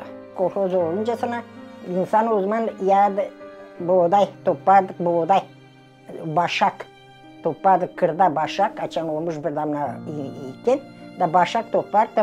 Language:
Gagauz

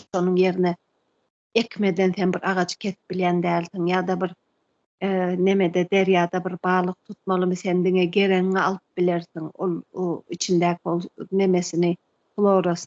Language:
Turkmen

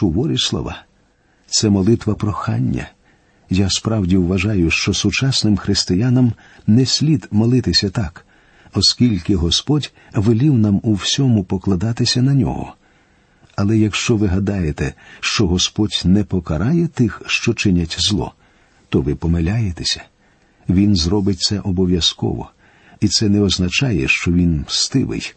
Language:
Ukrainian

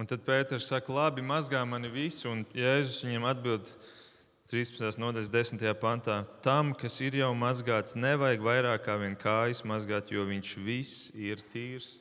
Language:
Latvian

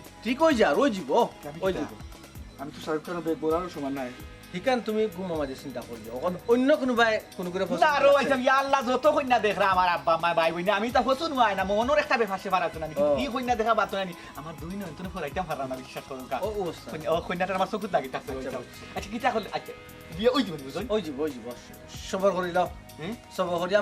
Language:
Sylheti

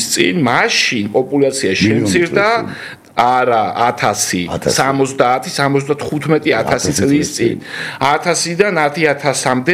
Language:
Georgian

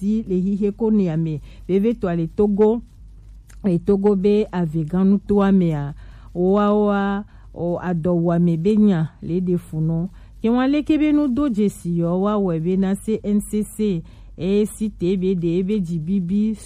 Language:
Gen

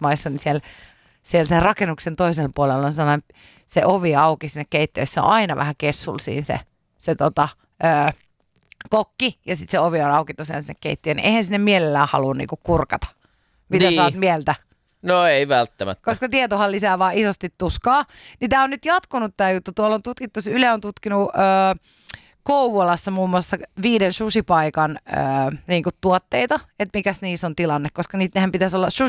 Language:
Finnish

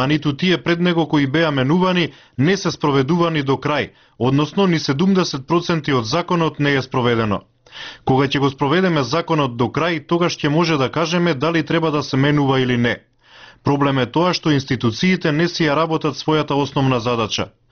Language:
Macedonian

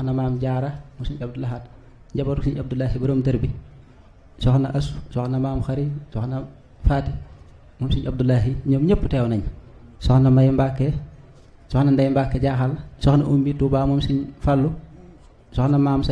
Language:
Wolof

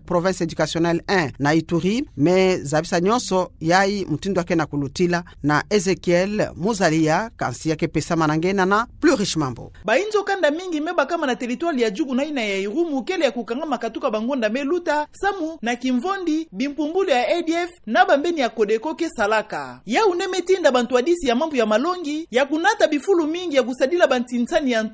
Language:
Kituba (Democratic Republic of Congo)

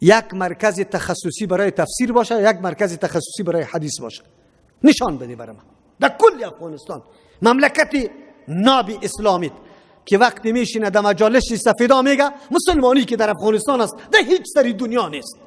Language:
Persian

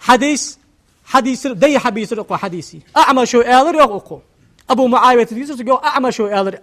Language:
Ingush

